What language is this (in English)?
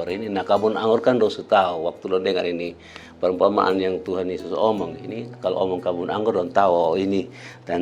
Kupang Malay